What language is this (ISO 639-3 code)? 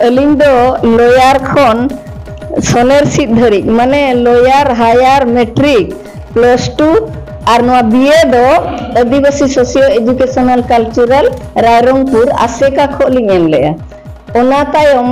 sat